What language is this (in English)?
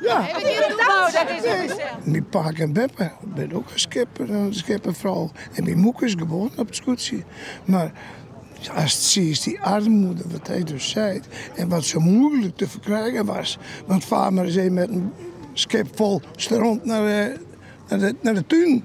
Western Frisian